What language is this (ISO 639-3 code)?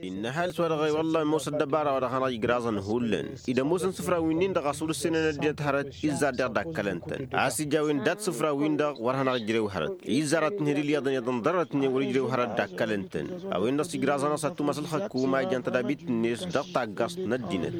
taq